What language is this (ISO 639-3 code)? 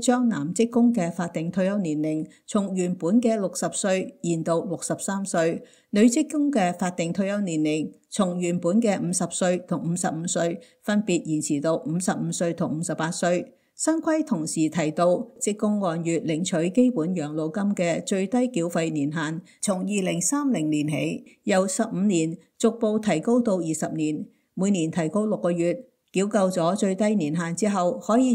yue